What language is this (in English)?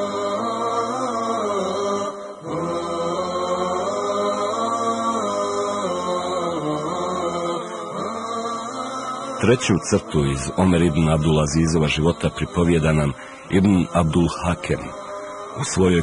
Bosnian